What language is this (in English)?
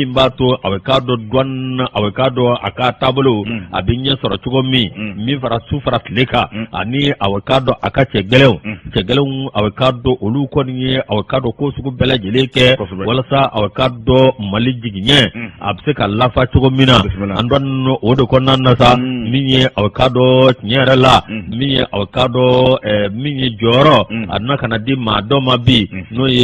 Bambara